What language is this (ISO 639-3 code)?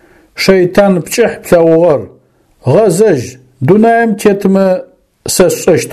ady